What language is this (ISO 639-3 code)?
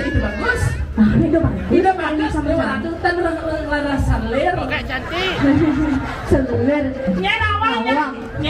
ban